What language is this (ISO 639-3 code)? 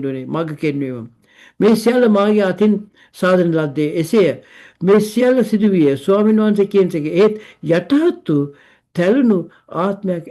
sin